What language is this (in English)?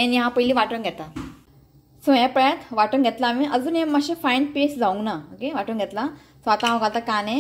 Konkani